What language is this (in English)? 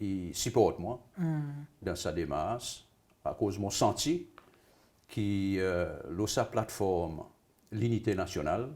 Seselwa Creole French